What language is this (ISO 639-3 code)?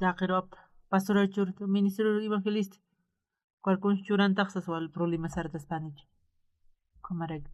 aym